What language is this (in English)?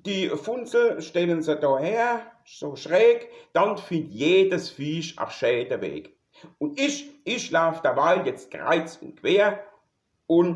Palatine German